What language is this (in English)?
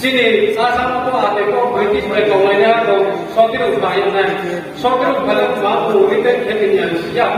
Riang (India)